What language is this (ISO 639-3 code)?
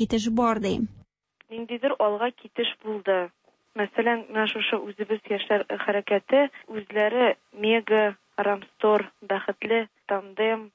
tat